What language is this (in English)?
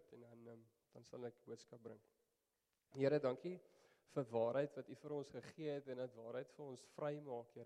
Afrikaans